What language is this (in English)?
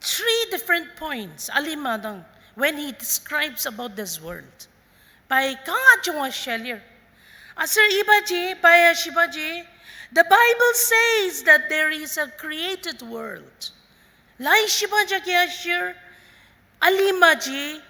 Ao Naga